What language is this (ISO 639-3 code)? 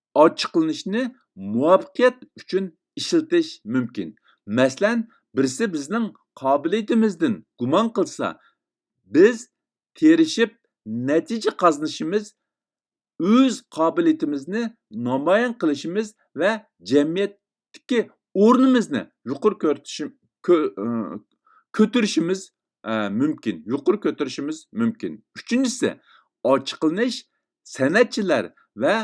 uig